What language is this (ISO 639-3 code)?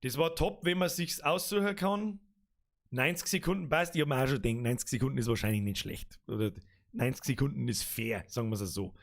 bar